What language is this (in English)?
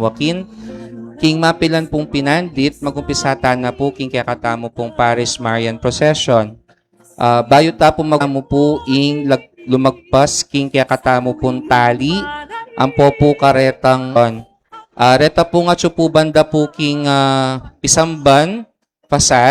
Pampanga